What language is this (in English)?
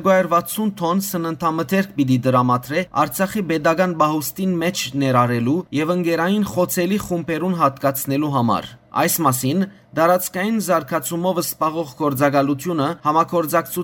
Western Armenian